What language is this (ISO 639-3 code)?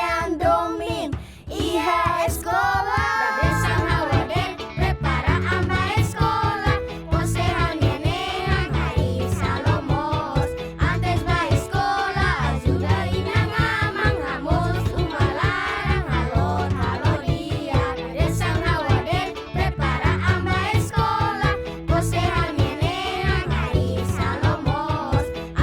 tet